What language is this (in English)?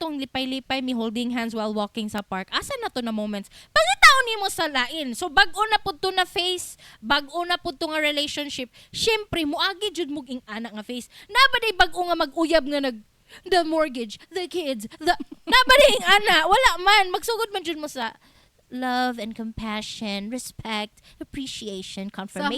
Cebuano